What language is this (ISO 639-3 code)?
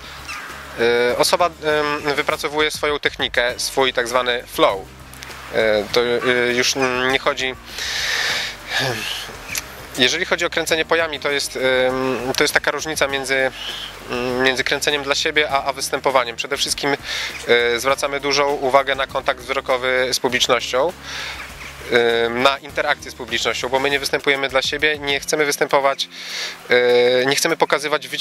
pol